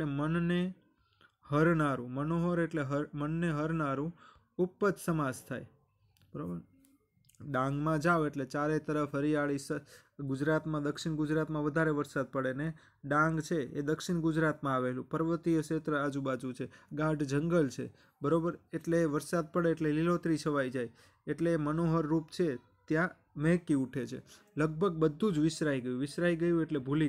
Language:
Gujarati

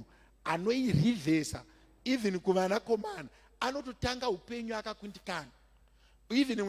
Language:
Shona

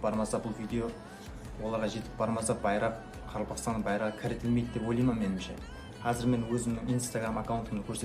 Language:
Kara-Kalpak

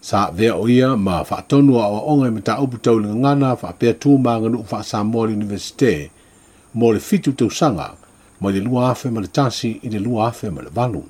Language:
Samoan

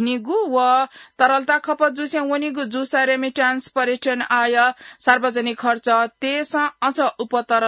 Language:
Newari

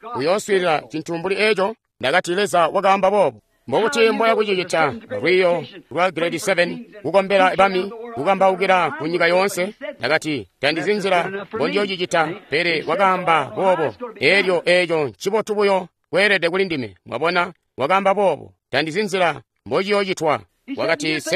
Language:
Tonga (Zambia)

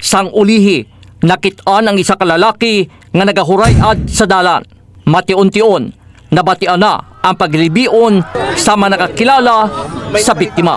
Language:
Hiligaynon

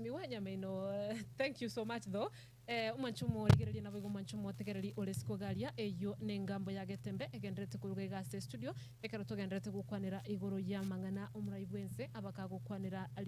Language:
Gusii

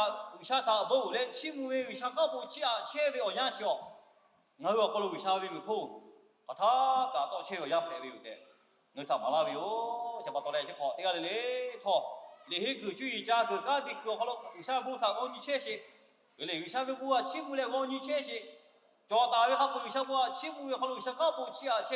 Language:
Lahu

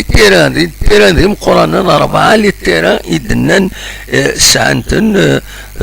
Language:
Kabyle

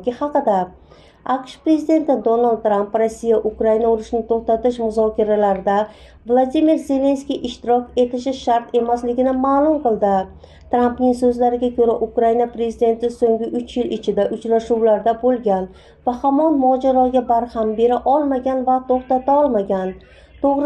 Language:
Uzbek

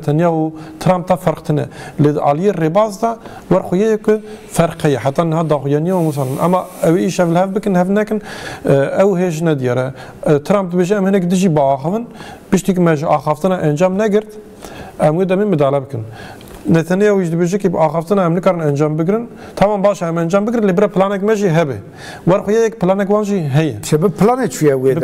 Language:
Kurdish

